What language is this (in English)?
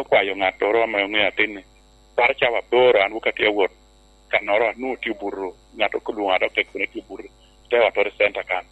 Lango (Uganda)